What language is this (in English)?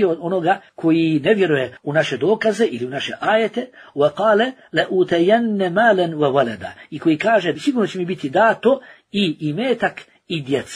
Bosnian